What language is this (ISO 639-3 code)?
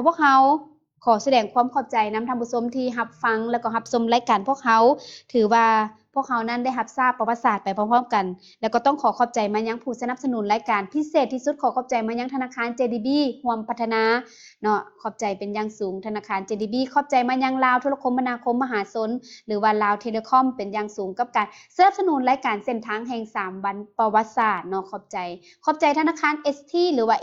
lao